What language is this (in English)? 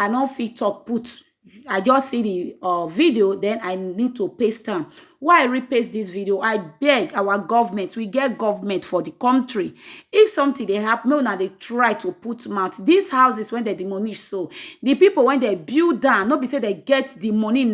Nigerian Pidgin